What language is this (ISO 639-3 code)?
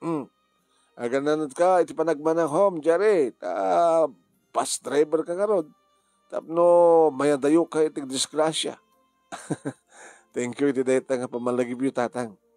ilo